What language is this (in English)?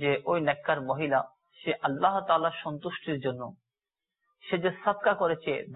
Bangla